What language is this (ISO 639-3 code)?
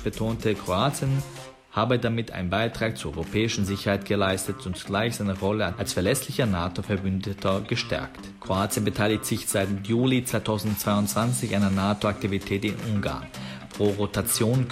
deu